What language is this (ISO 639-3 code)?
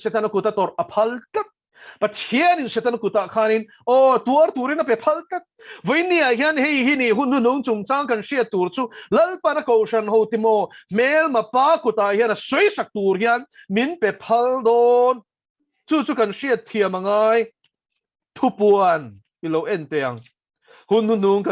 lus